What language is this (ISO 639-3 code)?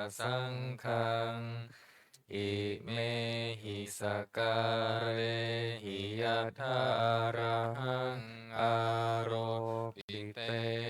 pli